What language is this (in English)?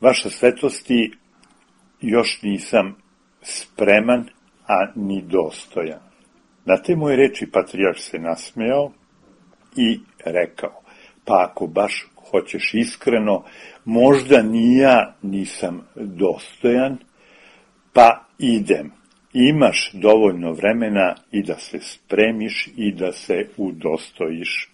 Serbian